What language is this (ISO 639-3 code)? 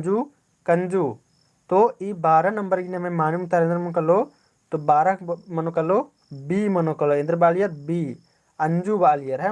kru